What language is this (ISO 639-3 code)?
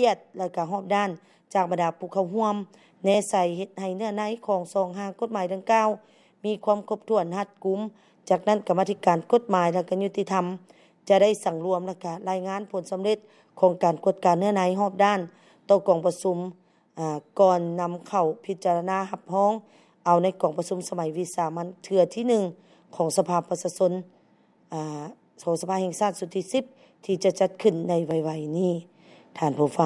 lao